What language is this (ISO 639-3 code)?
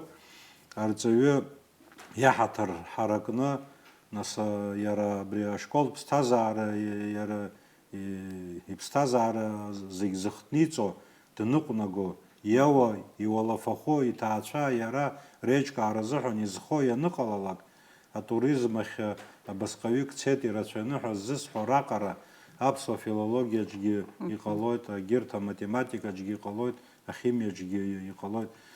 abk